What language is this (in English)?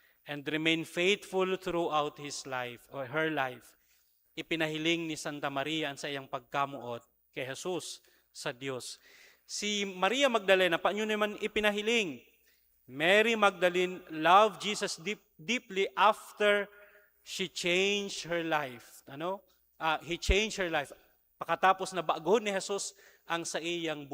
Bikol